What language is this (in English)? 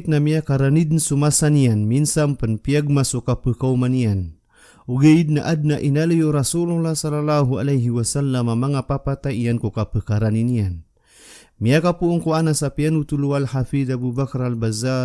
Maranao